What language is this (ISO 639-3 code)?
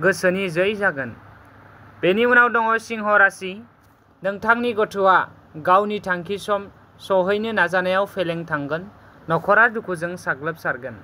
brx